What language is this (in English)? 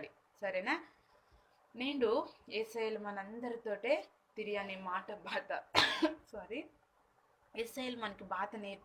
Koya